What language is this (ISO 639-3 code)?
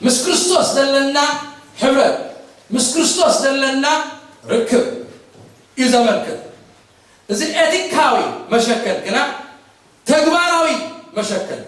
tir